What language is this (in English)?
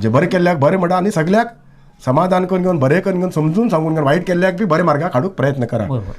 Konkani